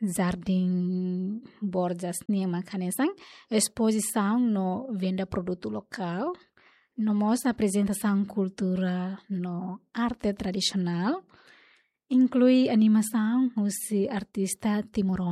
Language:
Tetum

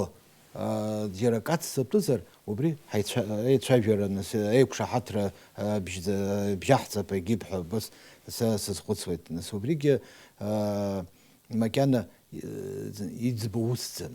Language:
Abkhazian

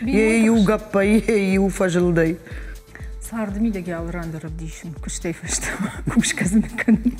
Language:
Ossetic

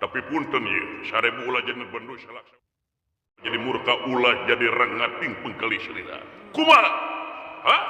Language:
Sundanese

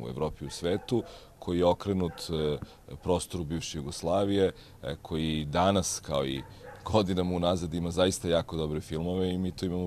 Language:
Serbian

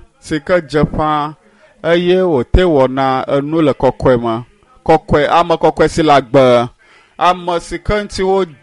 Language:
Ewe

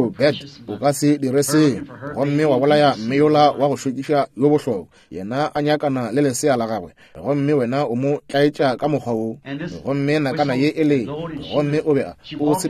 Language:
Northern Sotho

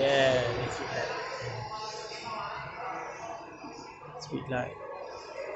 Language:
Malay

